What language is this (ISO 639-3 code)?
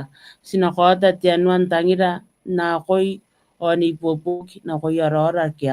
gil